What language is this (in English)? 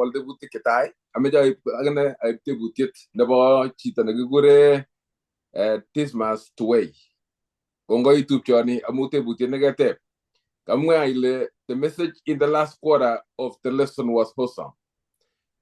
Kalenjin